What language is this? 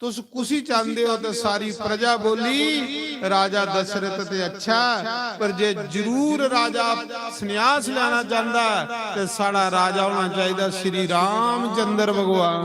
Dogri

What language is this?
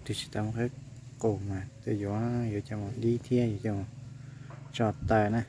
Hmong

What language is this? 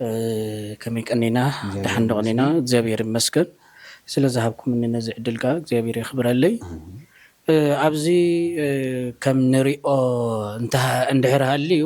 Tigrinya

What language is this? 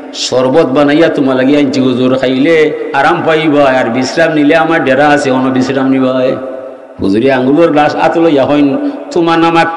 Sylheti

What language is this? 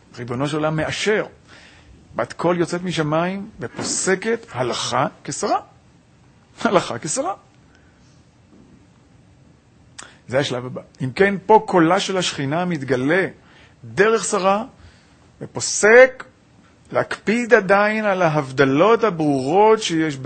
Hebrew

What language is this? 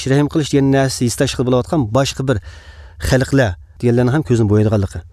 Uyghur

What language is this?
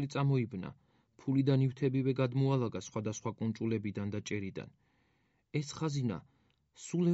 Georgian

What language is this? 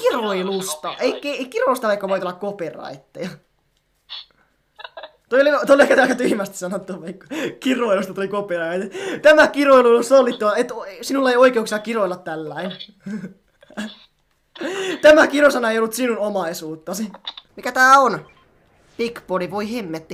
Finnish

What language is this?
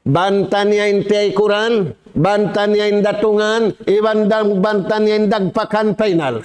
Tausug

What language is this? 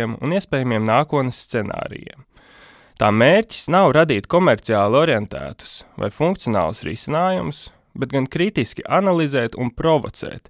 Latvian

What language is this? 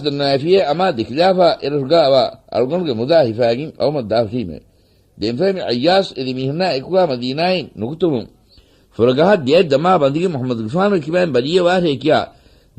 Divehi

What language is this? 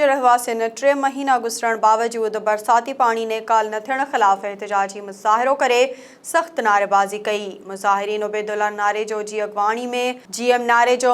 Sindhi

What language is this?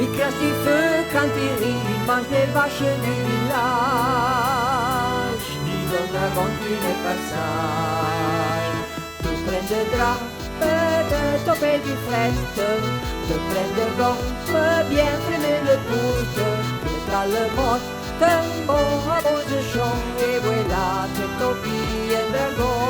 Arpitan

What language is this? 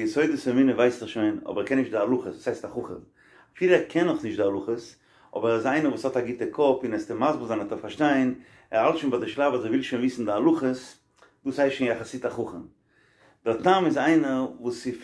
Yiddish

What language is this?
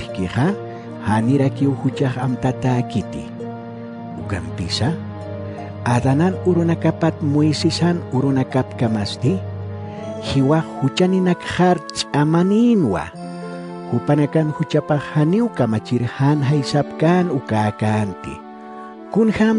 Aymara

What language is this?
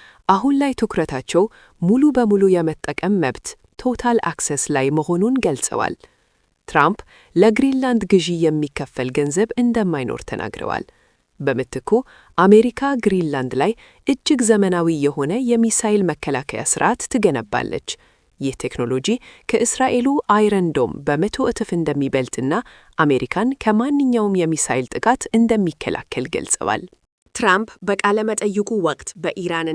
Amharic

